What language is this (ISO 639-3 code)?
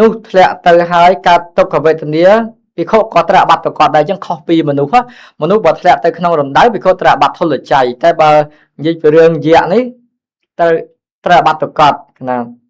khm